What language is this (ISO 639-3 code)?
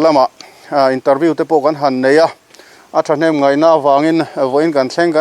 lus